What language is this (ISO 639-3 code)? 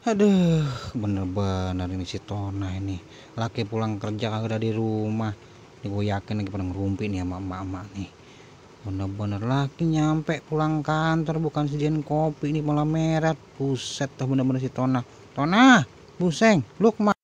bew